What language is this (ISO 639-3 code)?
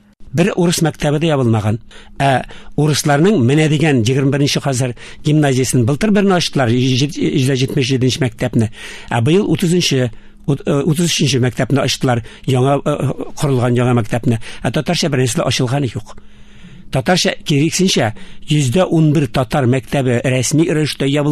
tat